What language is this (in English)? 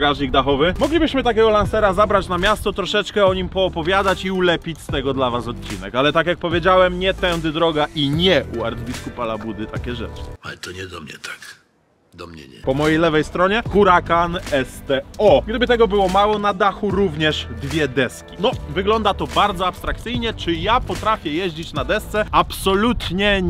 Polish